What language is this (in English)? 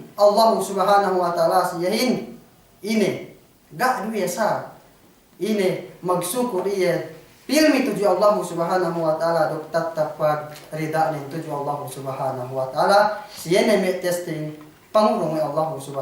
Yakan